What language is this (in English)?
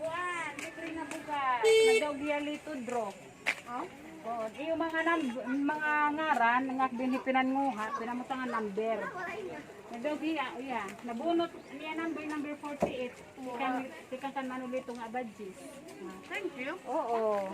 Waray